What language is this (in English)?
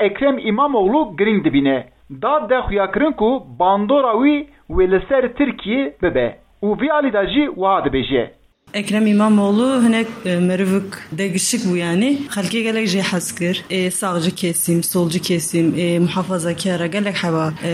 Kurdish